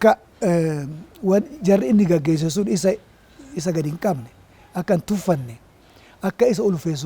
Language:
Oromo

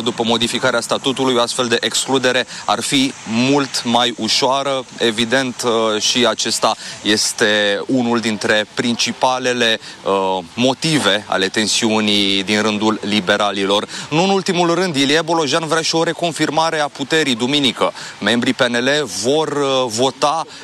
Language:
Romanian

